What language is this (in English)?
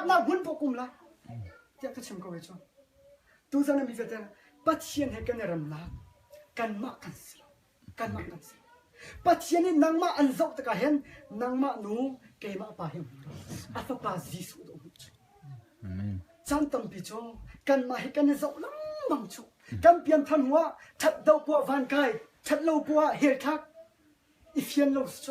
Hakha Chin